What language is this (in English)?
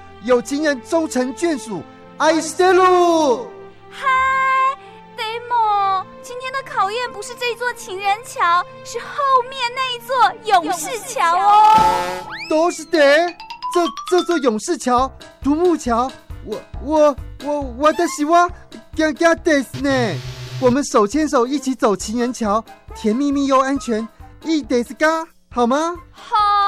Chinese